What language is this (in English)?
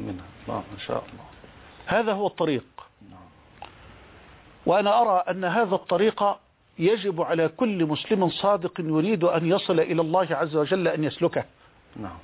Arabic